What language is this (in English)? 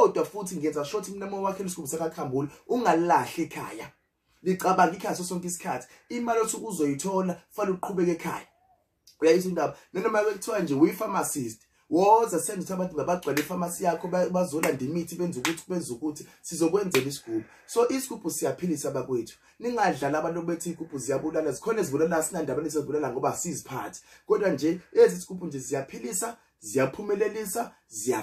Zulu